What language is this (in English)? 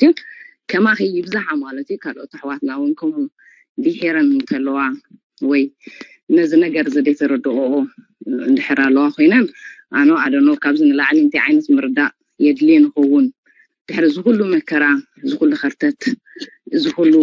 Tigrinya